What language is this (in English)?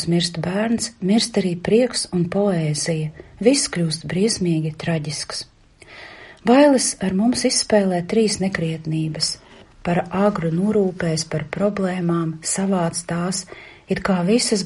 Latvian